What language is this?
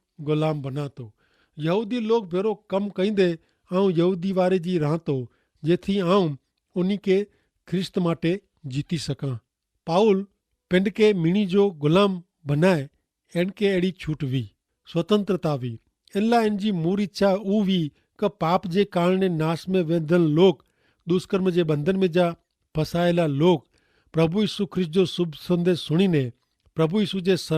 Kachhi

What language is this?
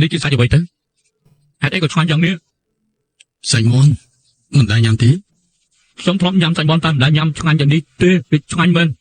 Khmer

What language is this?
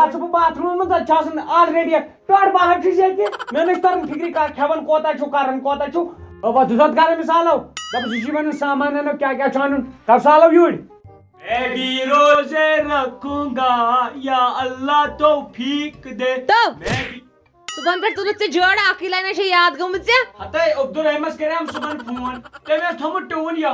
Kashmiri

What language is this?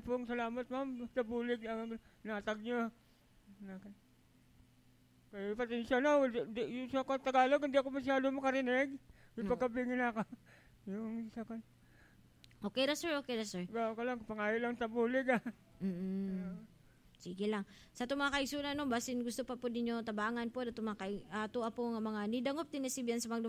Cebuano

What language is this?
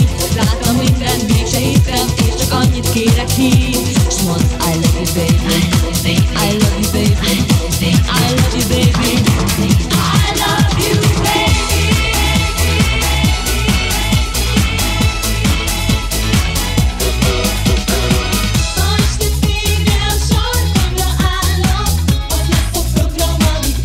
Hungarian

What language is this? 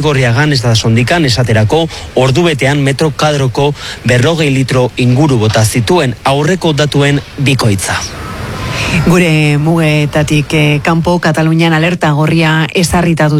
Basque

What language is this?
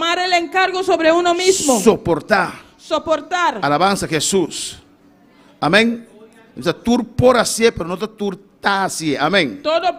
Papiamento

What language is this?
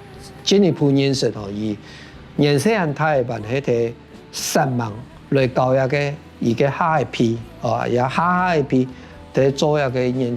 Hakka Chinese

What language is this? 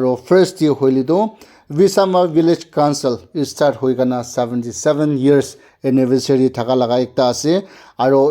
Naga Pidgin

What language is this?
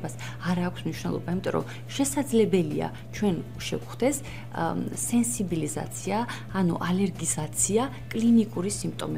Georgian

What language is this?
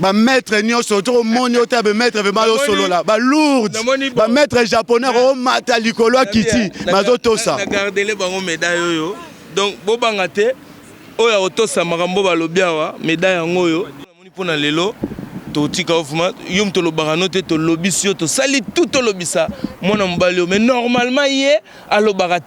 Lingala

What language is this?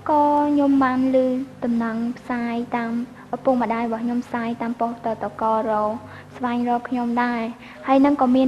Khmer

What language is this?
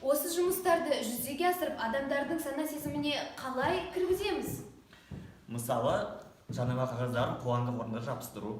Kazakh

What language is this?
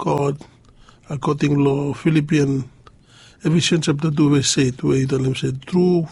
Bislama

